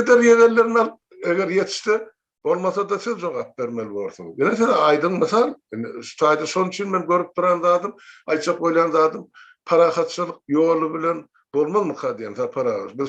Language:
Turkmen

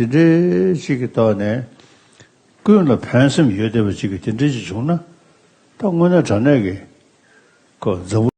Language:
Ladakhi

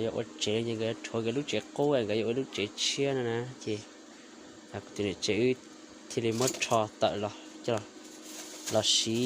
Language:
Hmong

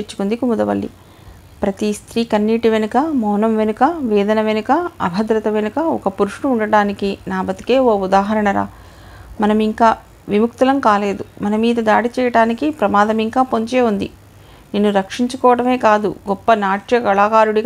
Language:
Telugu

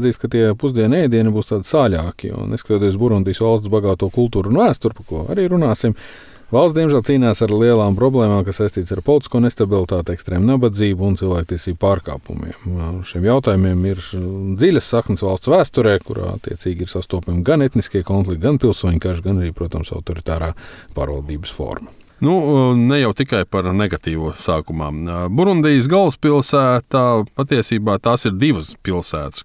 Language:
Latvian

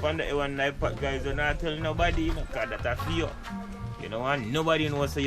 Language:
Jamaican Creole English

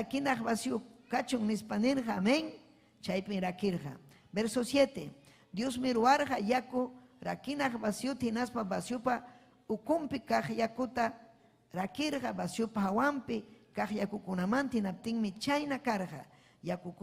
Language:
Ayacucho Quechua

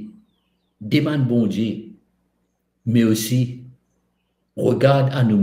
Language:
Morisyen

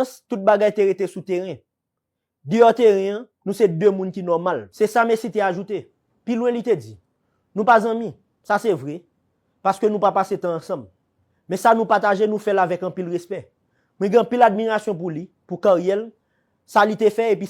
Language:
Haitian Creole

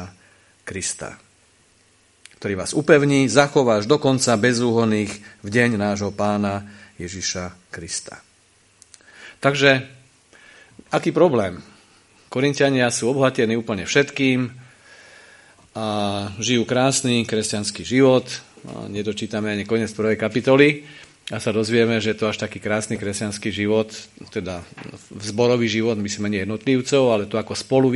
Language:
Slovak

